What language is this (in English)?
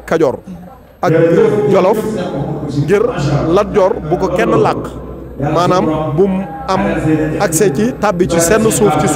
Wolof